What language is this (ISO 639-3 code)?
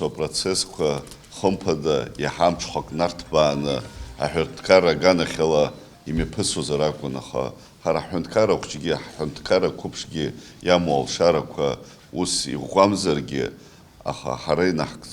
abk